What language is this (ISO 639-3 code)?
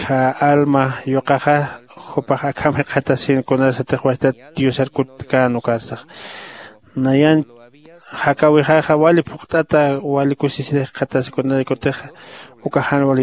aym